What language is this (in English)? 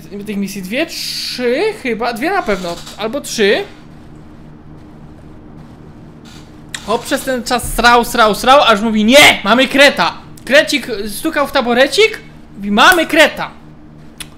Polish